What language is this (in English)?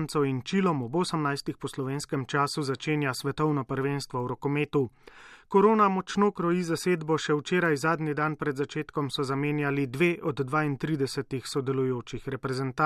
Slovenian